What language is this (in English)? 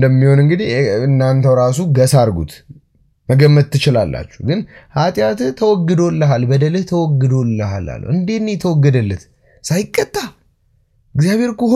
Amharic